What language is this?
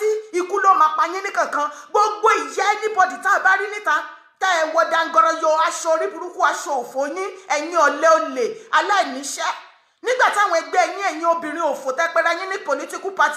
Yoruba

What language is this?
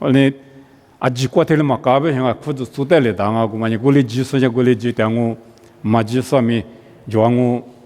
Lisu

